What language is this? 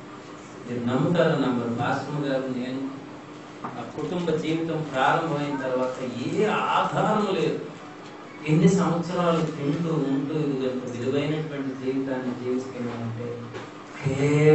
Telugu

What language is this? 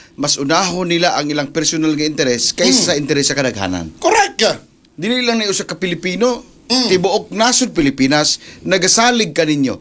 Cebuano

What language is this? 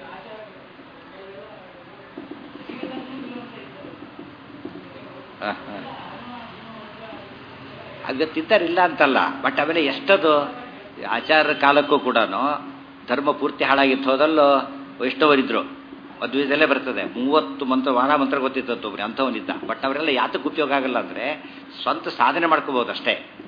Kannada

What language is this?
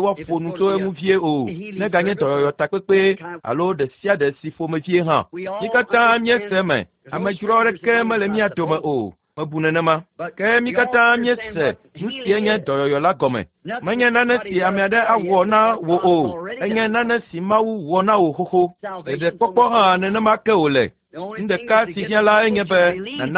Ewe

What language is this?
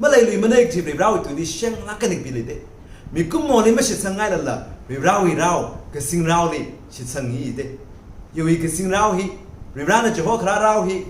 Tangkhul Naga (India)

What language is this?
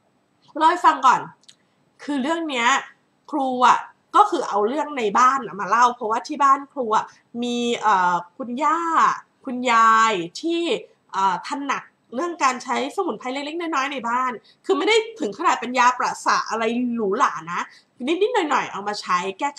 Thai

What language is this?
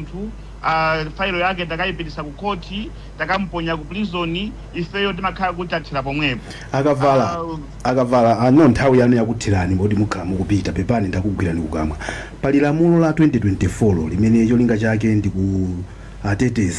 Nyanja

